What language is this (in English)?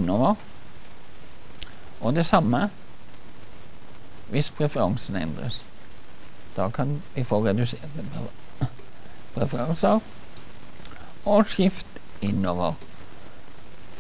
Norwegian